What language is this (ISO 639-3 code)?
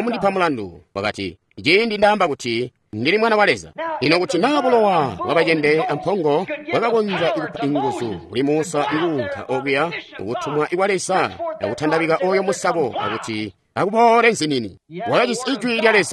toi